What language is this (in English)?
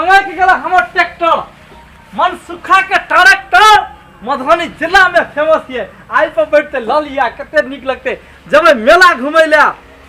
Maithili